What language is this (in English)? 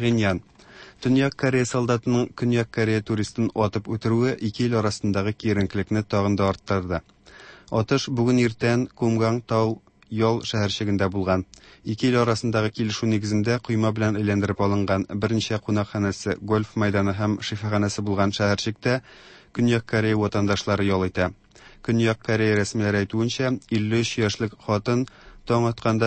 Tatar